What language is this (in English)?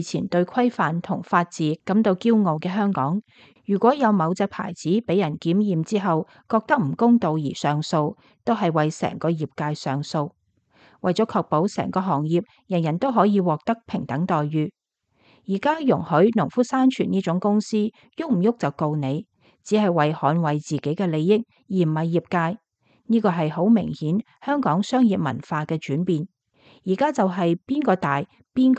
Cantonese